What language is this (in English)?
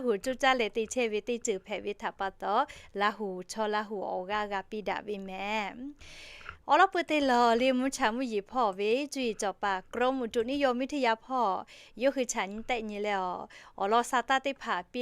Lahu